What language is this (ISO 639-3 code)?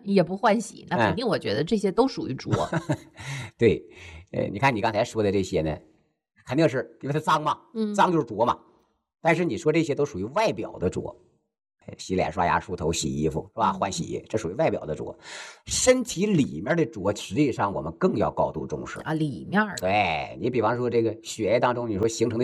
zho